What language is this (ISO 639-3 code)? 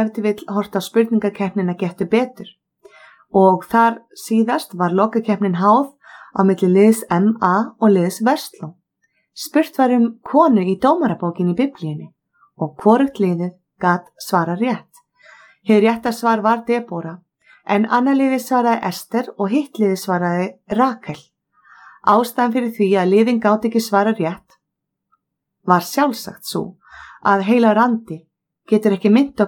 isl